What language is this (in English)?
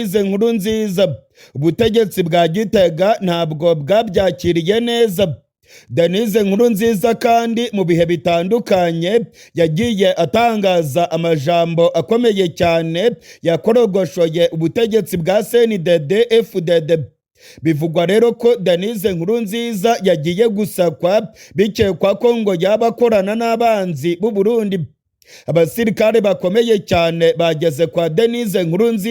Rundi